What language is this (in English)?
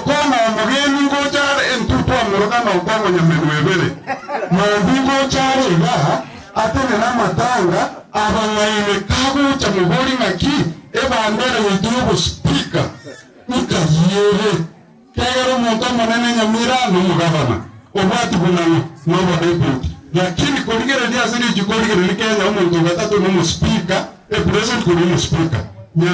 Gusii